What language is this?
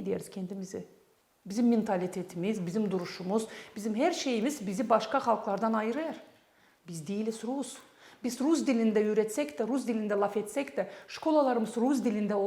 Gagauz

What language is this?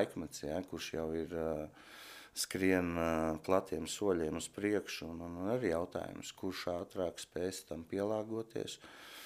Latvian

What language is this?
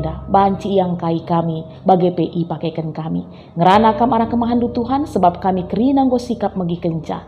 Batak Karo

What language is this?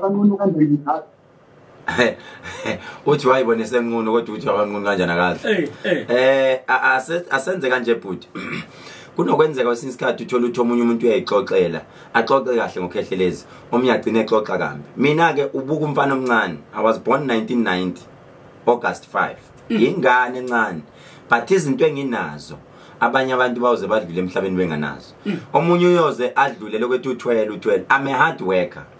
Zulu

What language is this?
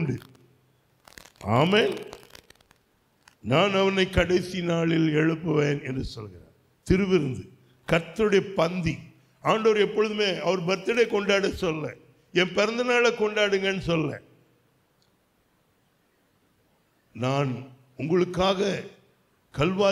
Tamil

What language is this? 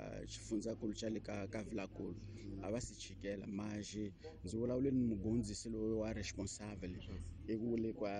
Tsonga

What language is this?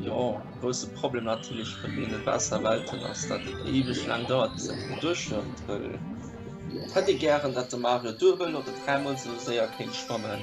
Luxembourgish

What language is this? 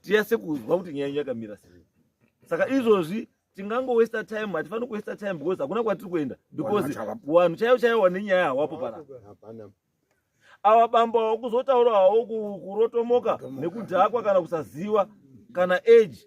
Shona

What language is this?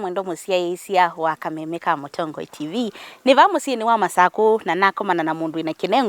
Kamba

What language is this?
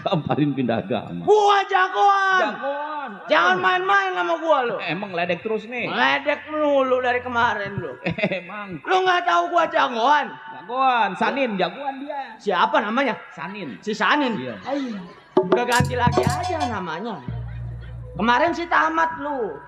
Betawi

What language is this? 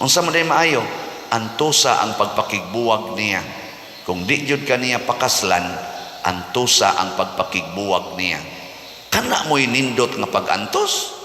Cebuano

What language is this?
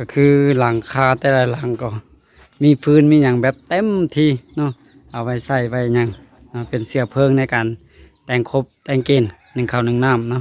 Lao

